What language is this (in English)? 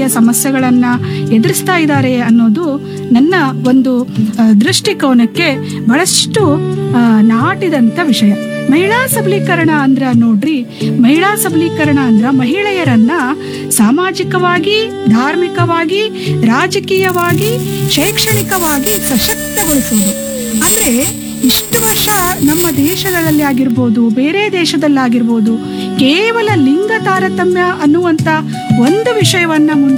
Kannada